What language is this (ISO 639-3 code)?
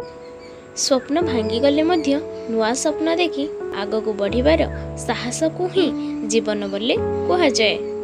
ori